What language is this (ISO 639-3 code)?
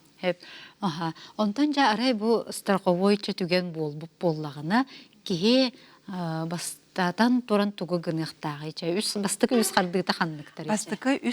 sah